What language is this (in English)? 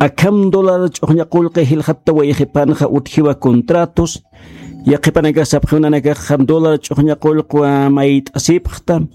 Aymara